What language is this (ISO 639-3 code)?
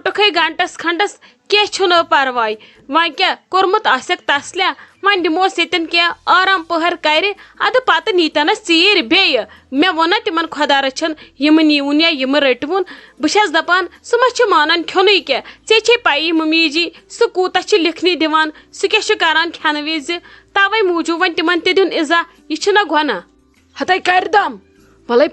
kas